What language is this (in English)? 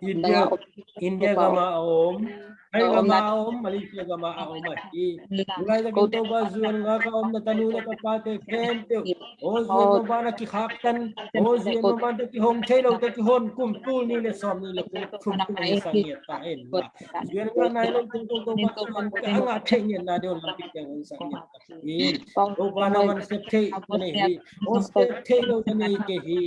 Tedim Chin